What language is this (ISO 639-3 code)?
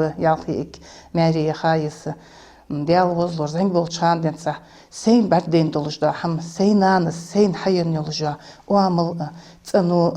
inh